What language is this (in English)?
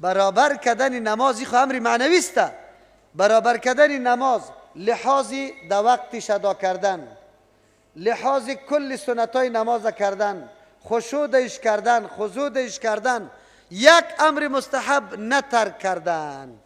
Persian